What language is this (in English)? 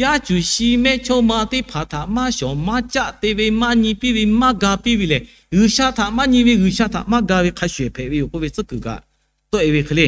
Lahu